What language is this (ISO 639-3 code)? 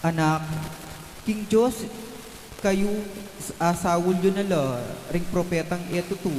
pam